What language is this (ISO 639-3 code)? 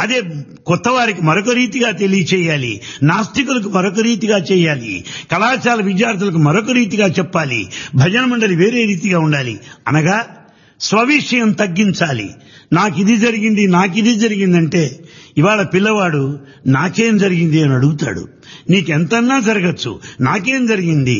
tel